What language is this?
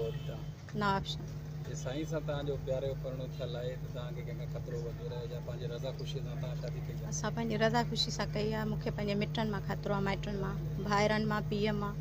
Sindhi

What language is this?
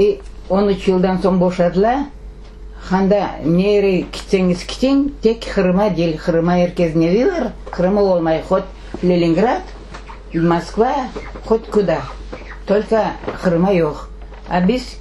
Crimean Tatar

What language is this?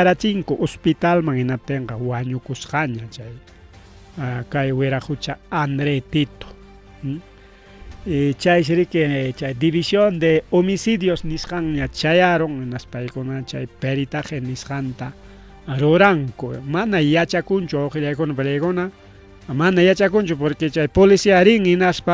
Ayacucho Quechua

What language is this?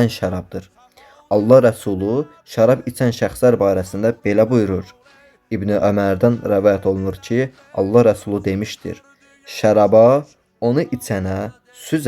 Azerbaijani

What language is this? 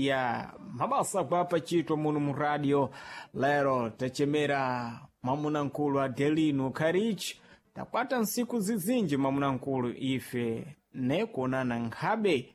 Sena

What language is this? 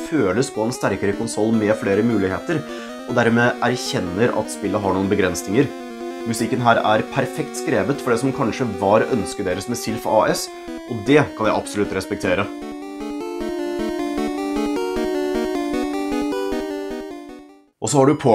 Norwegian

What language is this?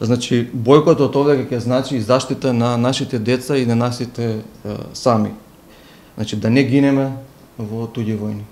Macedonian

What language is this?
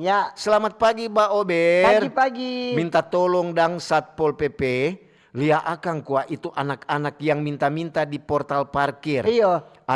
Manado Malay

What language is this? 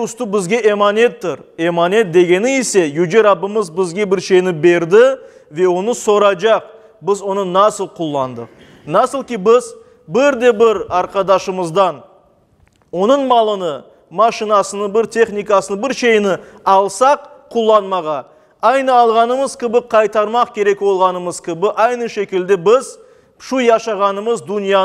Crimean Tatar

